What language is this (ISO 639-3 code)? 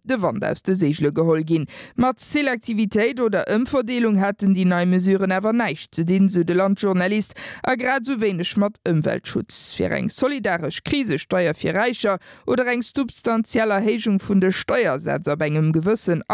ltz